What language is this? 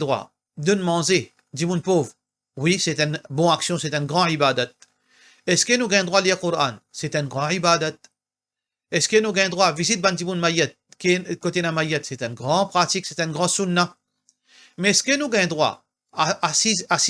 Morisyen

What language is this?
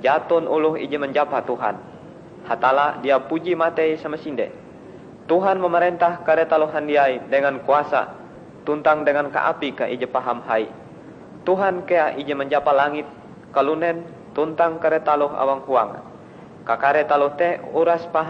Ngaju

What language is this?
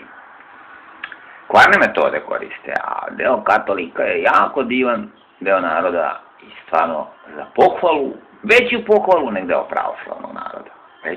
Serbian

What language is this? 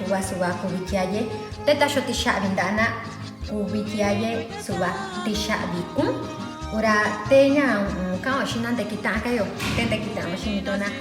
Metlatónoc Mixtec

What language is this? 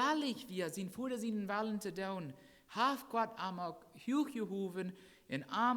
Plautdietsch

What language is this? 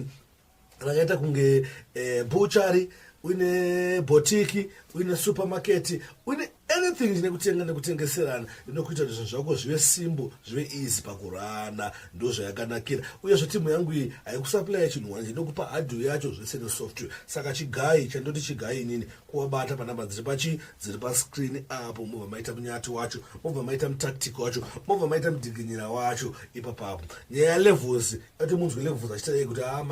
Shona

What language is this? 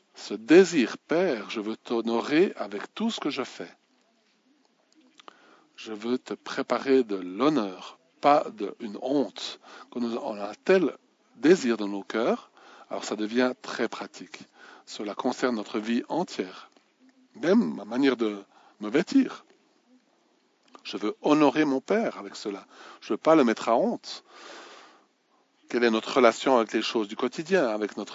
French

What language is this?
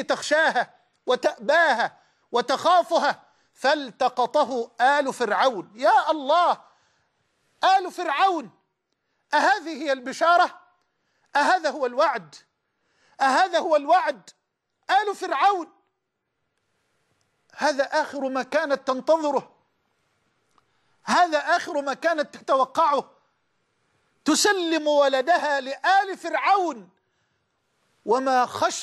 Arabic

